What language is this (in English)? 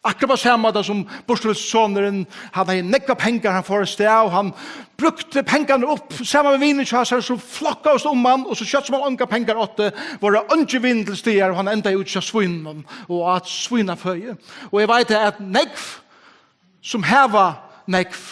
Faroese